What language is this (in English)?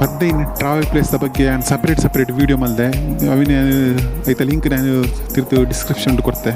Tulu